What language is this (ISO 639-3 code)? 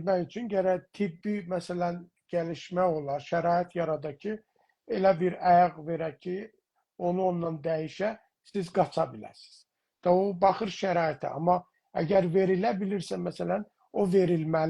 azb